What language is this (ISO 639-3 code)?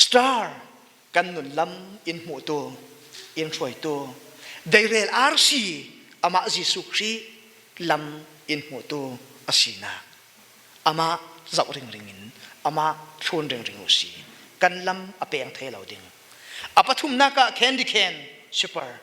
cfm